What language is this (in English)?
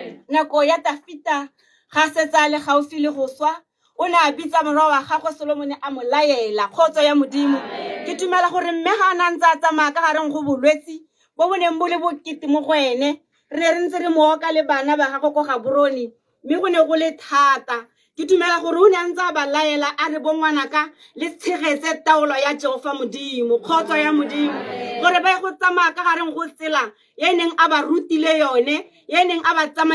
Tswana